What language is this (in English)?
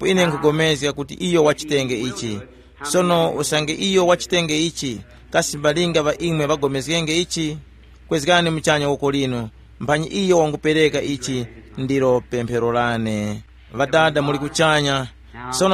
Tumbuka